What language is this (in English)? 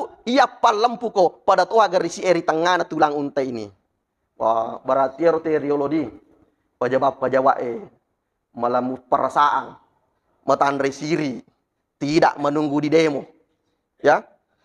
Buginese